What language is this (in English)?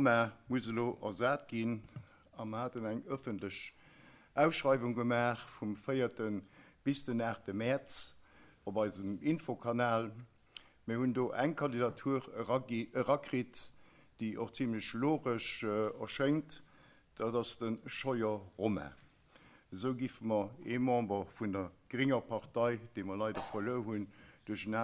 Luxembourgish